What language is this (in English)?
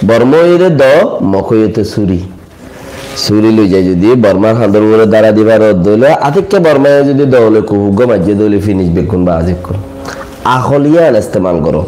Rohingya